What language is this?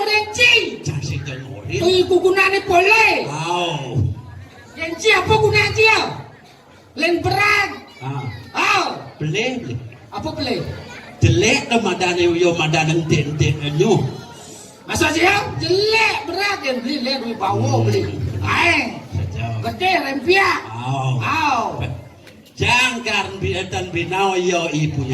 Balinese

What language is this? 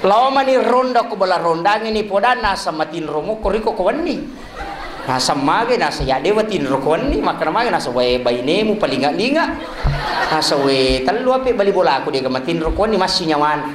Buginese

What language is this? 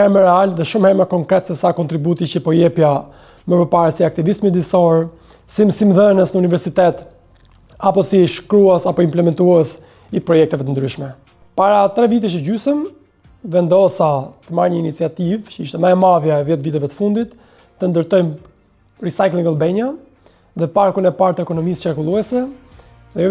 Albanian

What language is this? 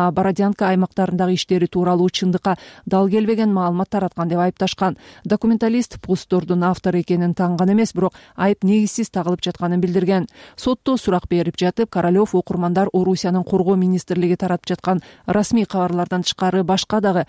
Kyrgyz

